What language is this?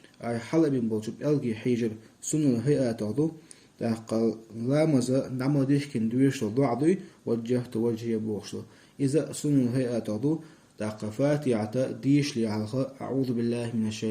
Chechen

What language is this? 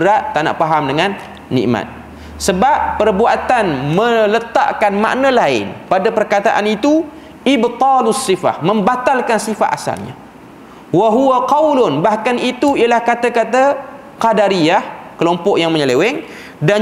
Malay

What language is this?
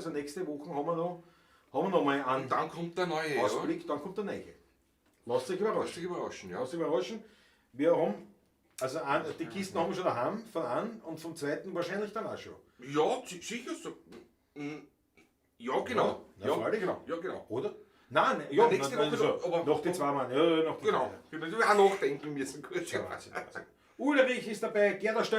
Bavarian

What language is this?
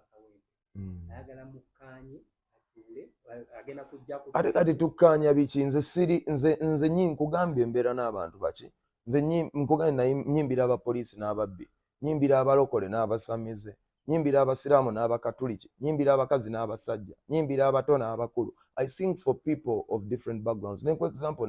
Ganda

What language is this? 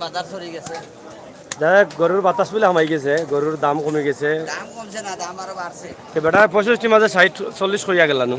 Sylheti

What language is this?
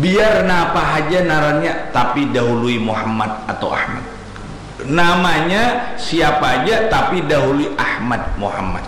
Banjar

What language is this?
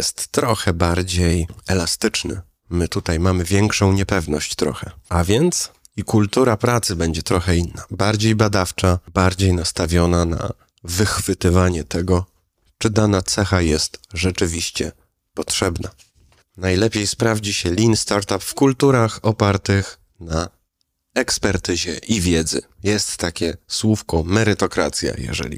Polish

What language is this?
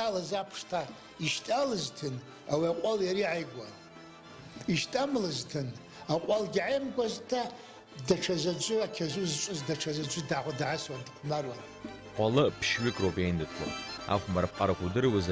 Abkhazian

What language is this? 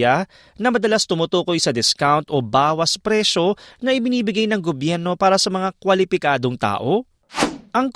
Filipino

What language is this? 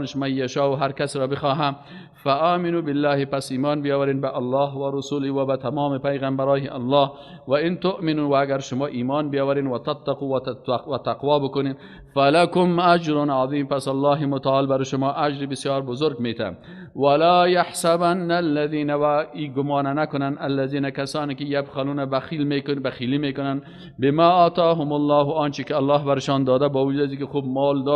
Persian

